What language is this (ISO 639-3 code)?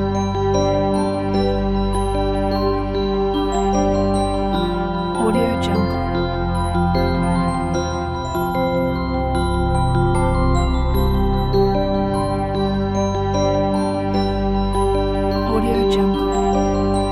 msa